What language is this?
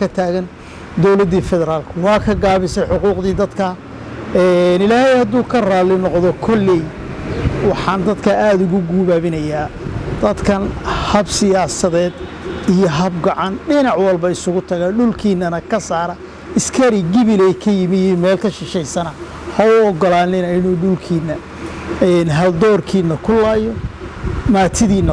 Somali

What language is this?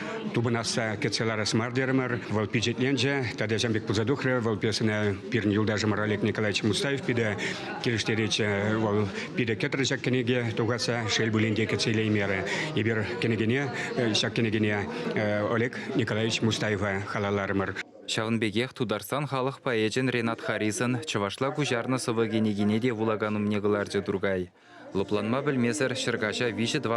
Chuvash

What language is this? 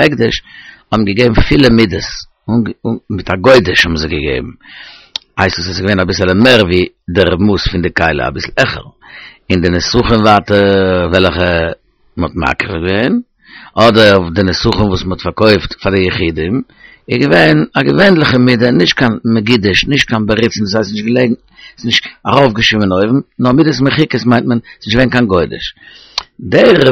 Yiddish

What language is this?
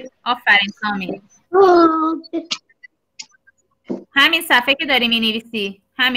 Persian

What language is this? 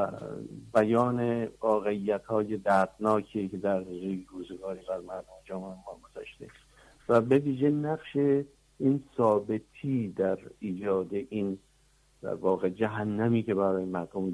Persian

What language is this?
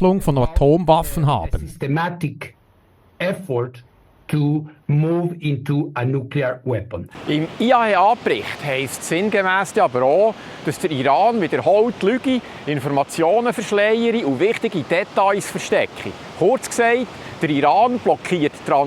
Swiss German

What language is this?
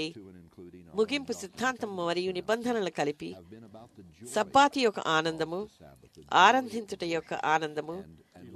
Telugu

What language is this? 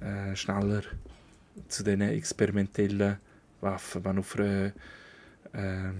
Swiss German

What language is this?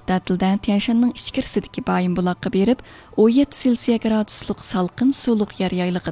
Uyghur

